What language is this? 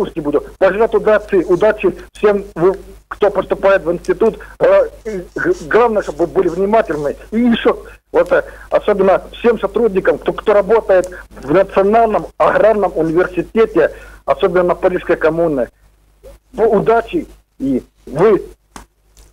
Ukrainian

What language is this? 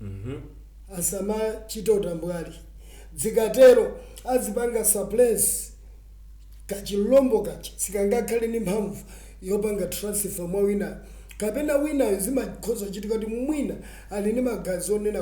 Nyanja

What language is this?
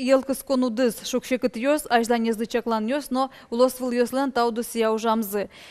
Udmurt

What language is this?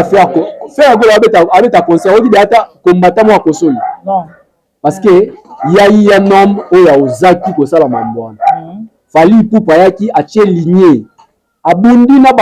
Lingala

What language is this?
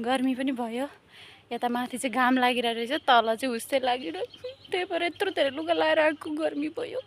Nepali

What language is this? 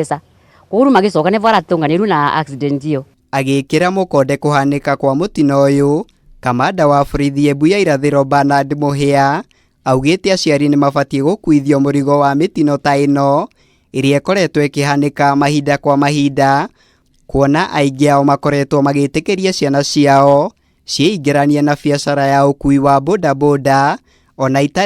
Kikuyu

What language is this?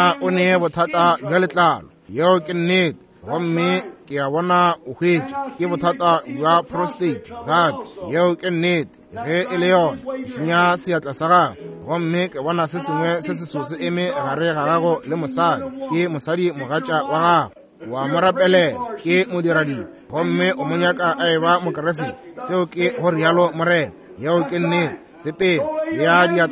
Northern Sotho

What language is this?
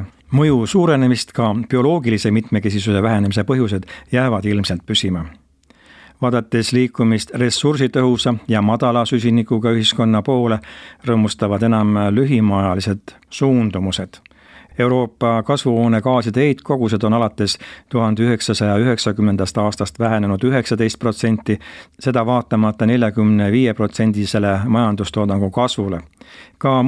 Estonian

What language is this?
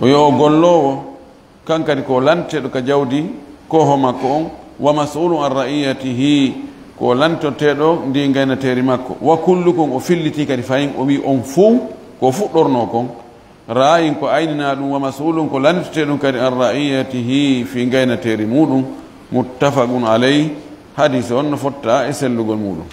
Fula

